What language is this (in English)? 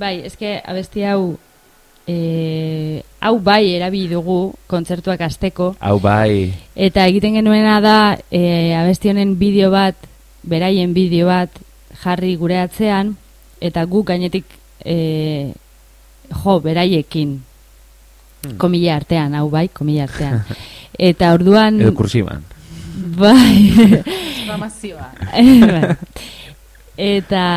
Basque